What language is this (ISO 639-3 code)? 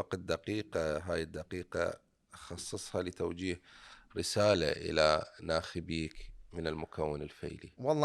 acm